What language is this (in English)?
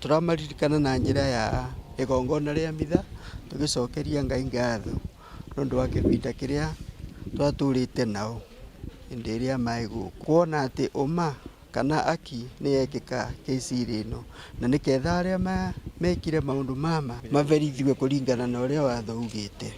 Meru